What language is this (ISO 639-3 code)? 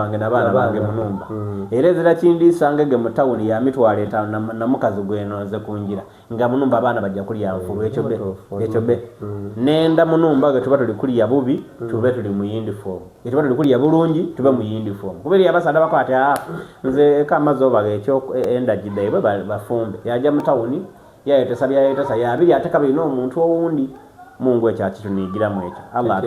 xog